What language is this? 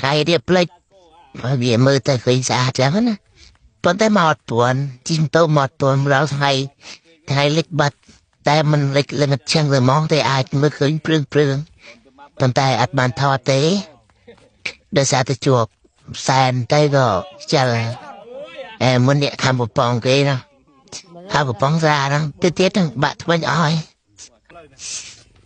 Khmer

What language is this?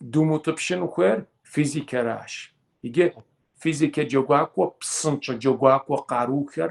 Kabardian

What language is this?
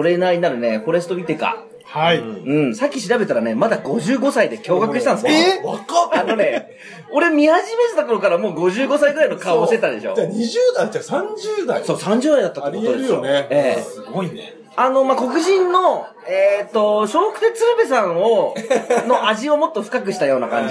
Japanese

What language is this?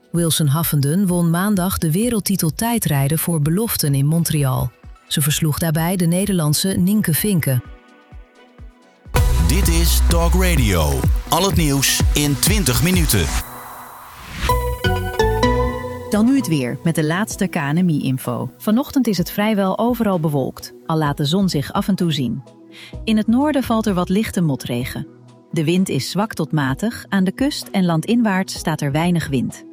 Dutch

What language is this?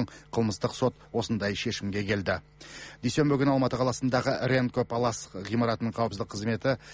Kazakh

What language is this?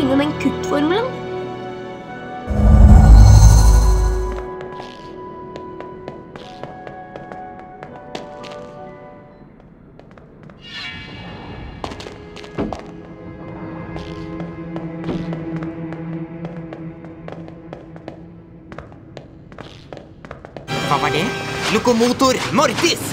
Norwegian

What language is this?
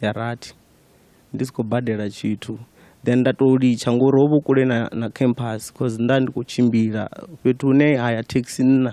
Venda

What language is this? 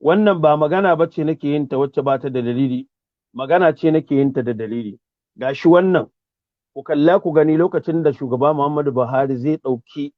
Hausa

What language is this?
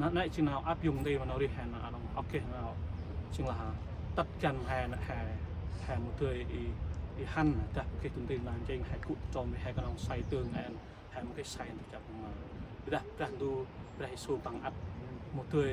Central Mnong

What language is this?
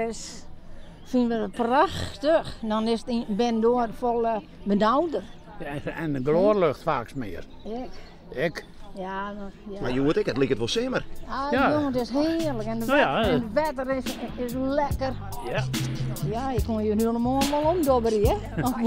Western Frisian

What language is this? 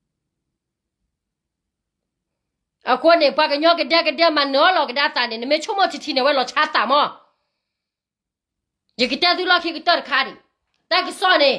S'gaw Karen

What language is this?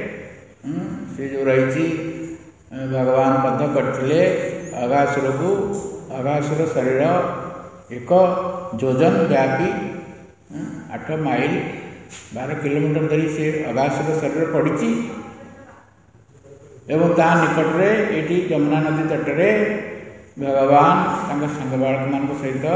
Odia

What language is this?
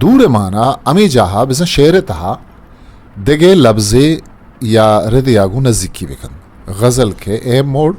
Eastern Balochi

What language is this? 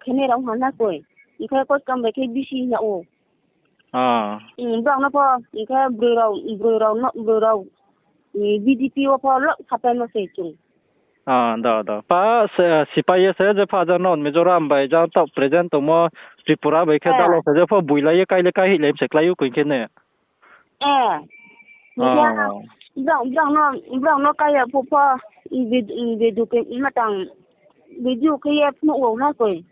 Riang (India)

